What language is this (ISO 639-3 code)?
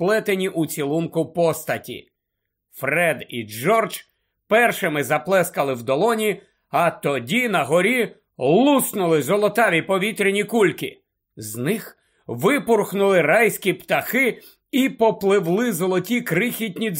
ukr